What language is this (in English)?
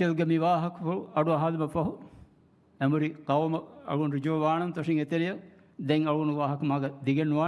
Divehi